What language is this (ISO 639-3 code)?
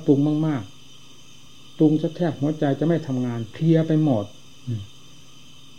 tha